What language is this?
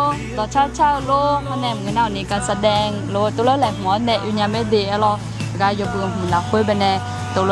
Akha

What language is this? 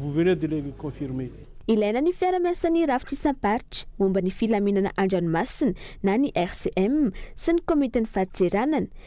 Malagasy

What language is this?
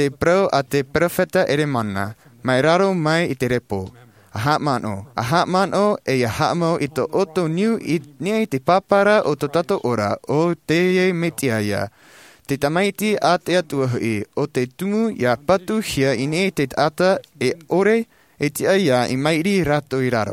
Tahitian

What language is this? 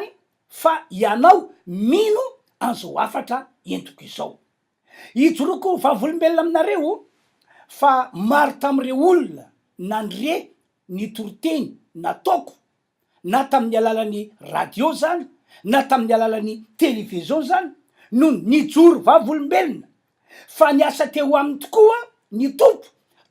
Malagasy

